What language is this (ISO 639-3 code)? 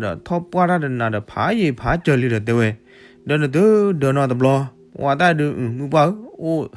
ksw